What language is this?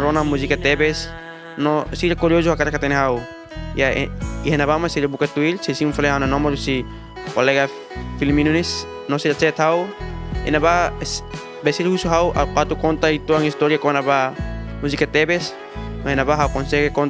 Tetum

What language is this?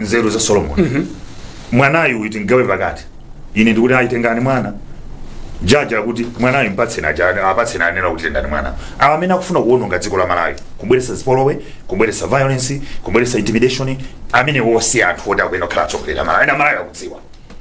Nyanja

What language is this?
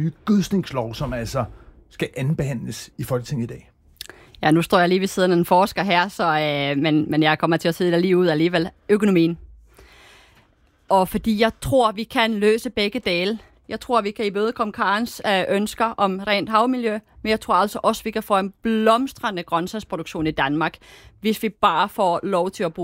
Danish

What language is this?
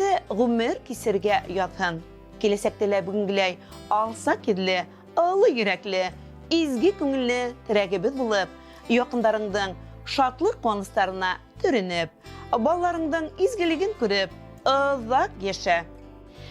Bashkir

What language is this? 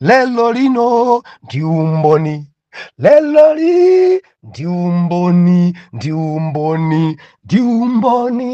Nyanja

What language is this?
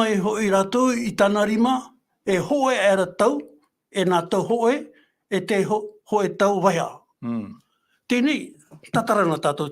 Tahitian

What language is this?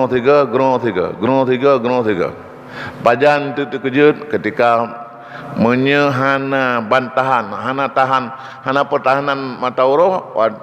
Achinese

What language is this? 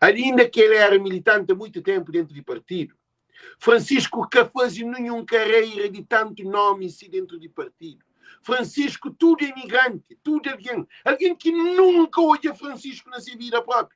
Kabuverdianu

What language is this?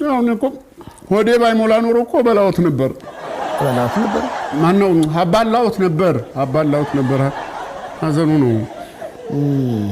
Amharic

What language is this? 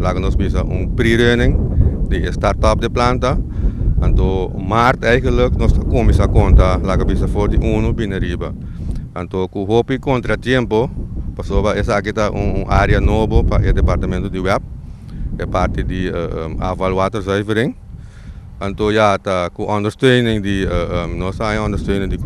Papiamento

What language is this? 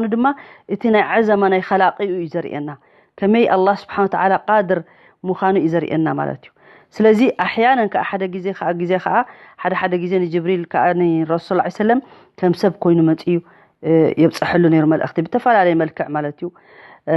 Tigrinya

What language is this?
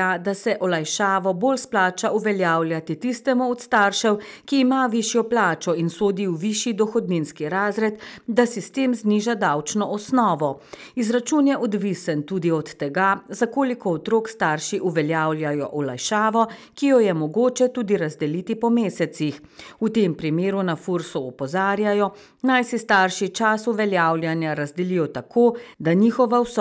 Slovenian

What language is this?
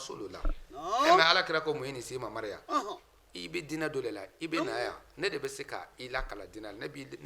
Bambara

